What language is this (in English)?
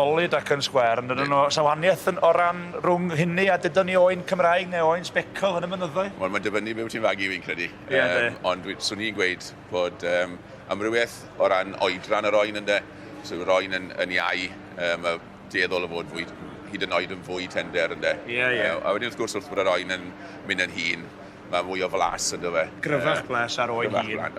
Welsh